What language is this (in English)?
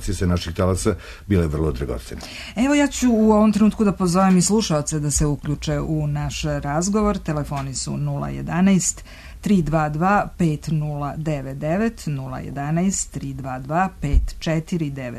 Serbian